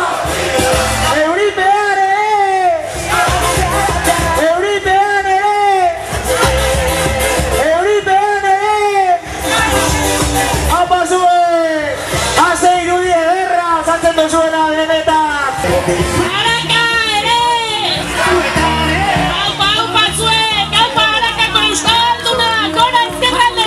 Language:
Basque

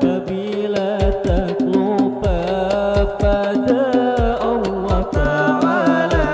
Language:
Banjar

